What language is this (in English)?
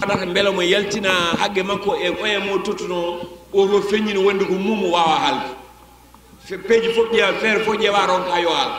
Fula